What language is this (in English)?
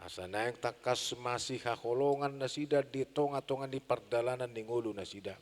Batak Toba